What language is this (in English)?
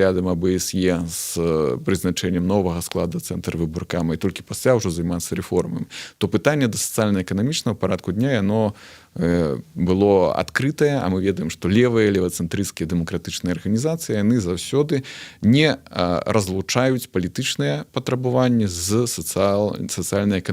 Belarusian